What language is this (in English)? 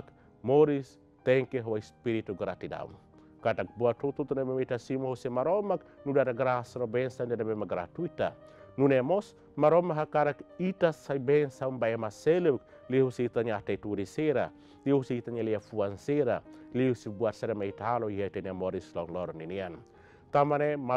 Tetum